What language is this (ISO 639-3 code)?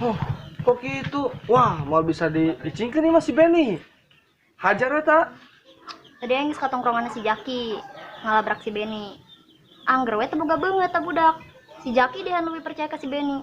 sun